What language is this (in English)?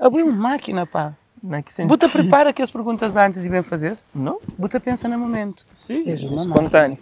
Kabuverdianu